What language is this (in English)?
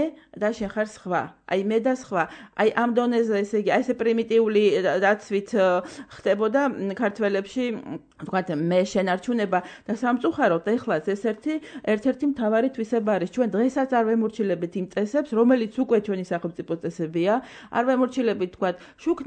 Georgian